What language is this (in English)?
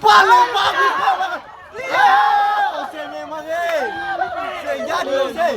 Ambonese Malay